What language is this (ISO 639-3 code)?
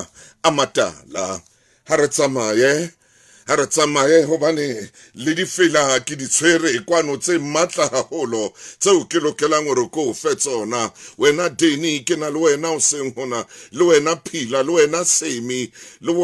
sot